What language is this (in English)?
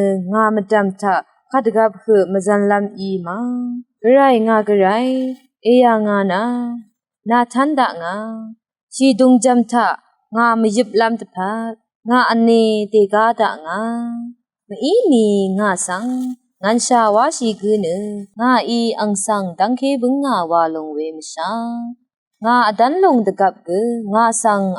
Rawang